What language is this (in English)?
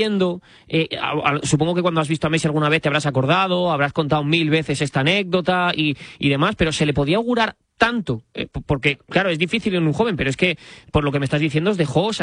Spanish